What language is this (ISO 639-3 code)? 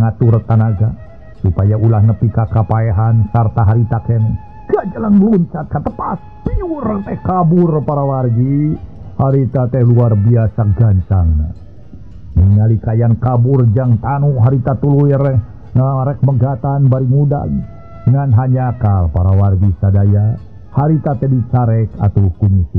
sun